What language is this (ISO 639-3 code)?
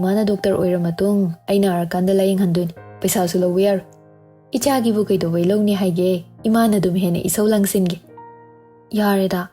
mni